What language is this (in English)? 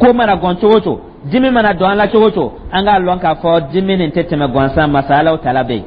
Dyula